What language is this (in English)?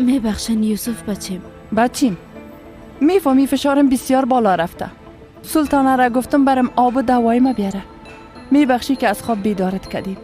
Persian